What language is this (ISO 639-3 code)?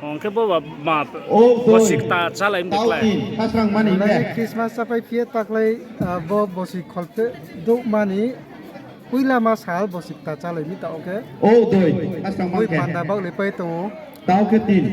ria